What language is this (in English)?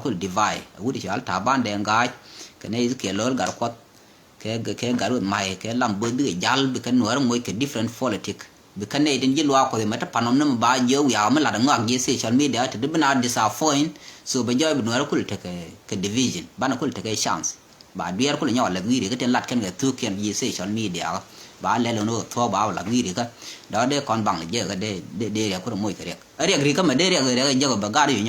Nuer